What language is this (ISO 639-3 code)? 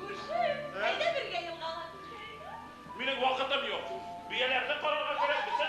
bak